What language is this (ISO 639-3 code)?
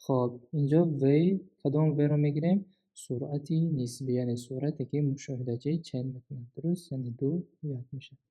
tgk